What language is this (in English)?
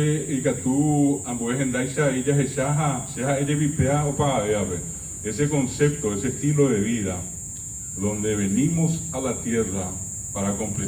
Guarani